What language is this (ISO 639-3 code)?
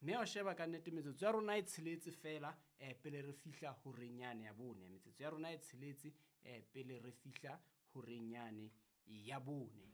sot